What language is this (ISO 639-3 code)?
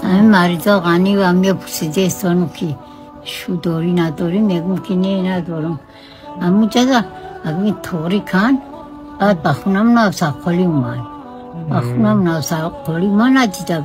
tgk